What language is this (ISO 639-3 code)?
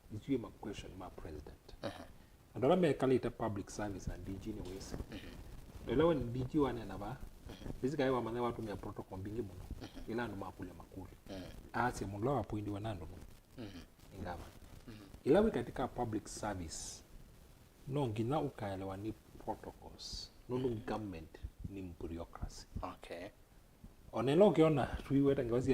kam